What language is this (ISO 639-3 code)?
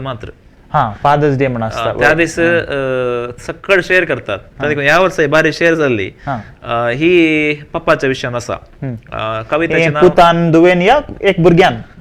kok